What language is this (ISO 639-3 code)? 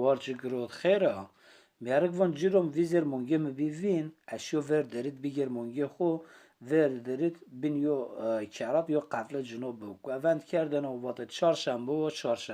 zza